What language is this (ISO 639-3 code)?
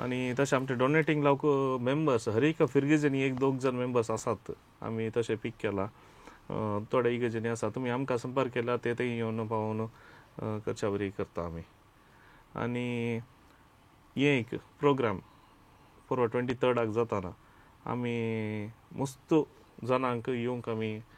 kok